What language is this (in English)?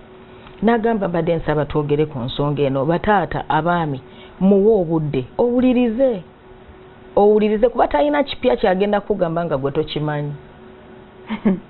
Ganda